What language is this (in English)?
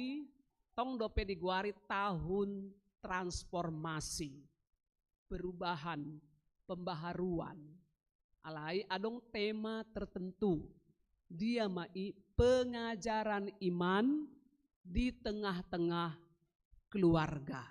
Batak Toba